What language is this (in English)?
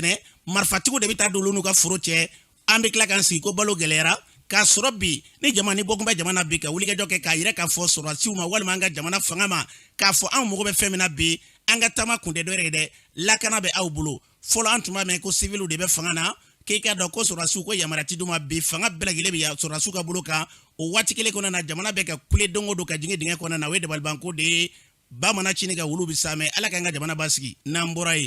Bambara